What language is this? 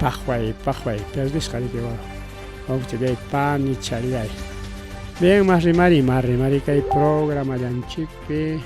Ayacucho Quechua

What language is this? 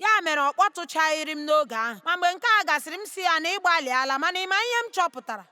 Igbo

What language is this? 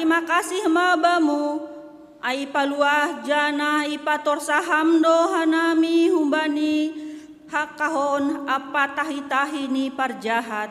Batak Simalungun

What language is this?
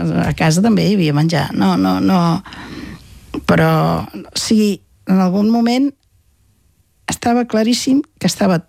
Catalan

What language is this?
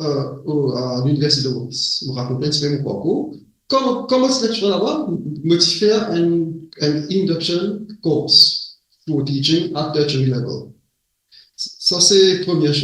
Morisyen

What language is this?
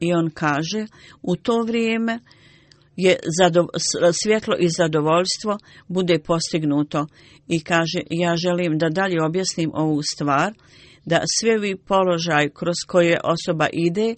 Bosnian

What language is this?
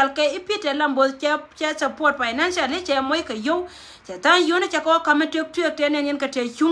Nuer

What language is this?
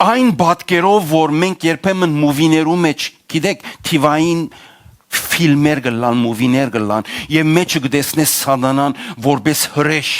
Western Armenian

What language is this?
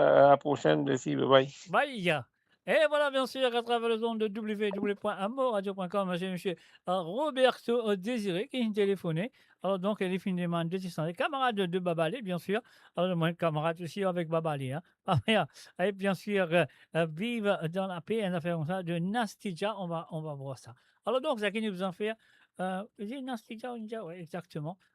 Morisyen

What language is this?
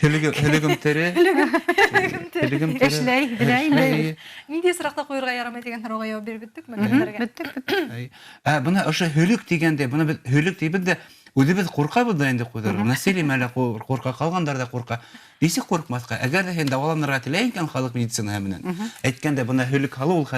Bashkir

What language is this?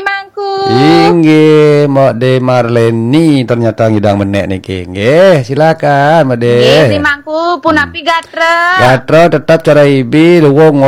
Balinese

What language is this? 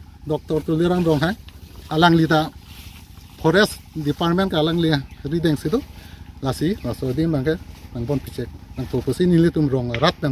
Karbi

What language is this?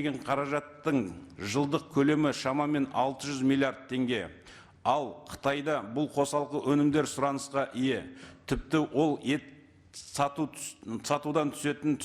Kazakh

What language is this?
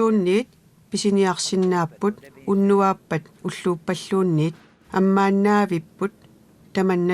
Kalaallisut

